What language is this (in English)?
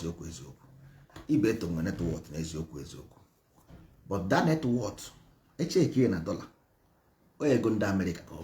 Igbo